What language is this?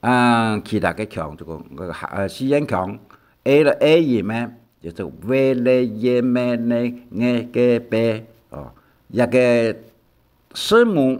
Hakka Chinese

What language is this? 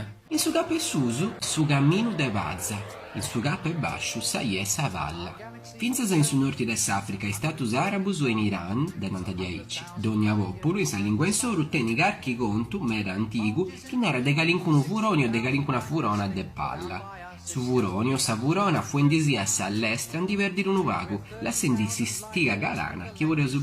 Sardinian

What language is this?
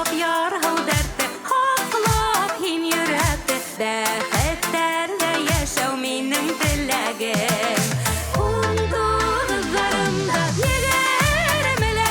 Tatar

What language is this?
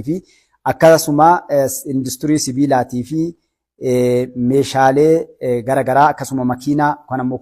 Oromo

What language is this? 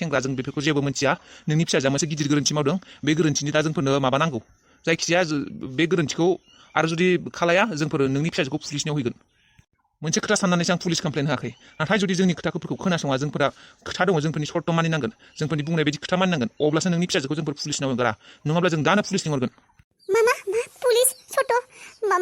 Bodo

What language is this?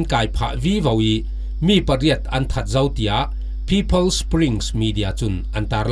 Falam Chin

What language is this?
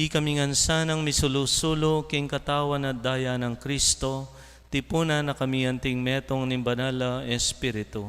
Pampanga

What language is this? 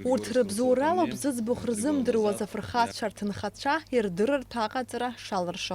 Abkhazian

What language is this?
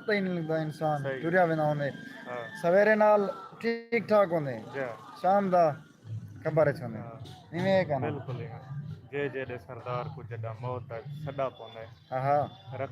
Saraiki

